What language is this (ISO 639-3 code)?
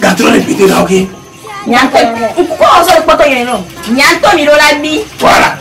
ewe